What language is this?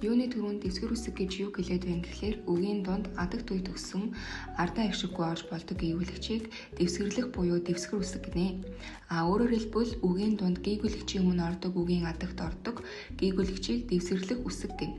Mongolian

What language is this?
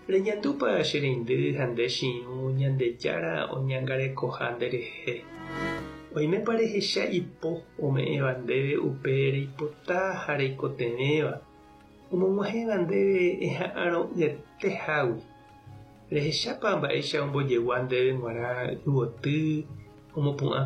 Guarani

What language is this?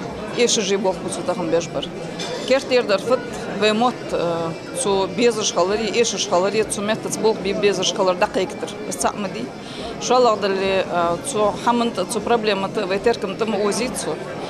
Ingush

